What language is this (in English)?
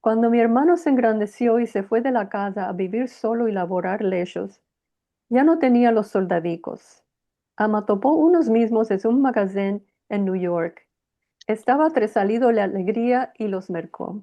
Ladino